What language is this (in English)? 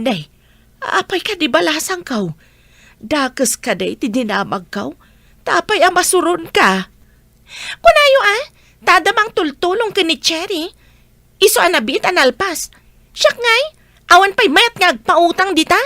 Iloko